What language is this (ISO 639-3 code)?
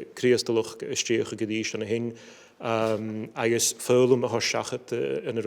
gla